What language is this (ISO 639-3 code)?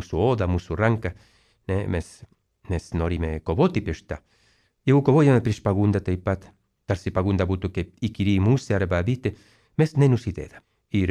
lit